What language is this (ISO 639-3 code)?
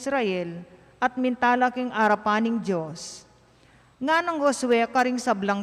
pam